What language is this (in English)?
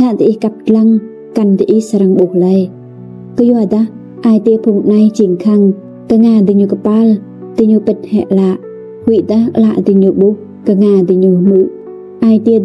Rade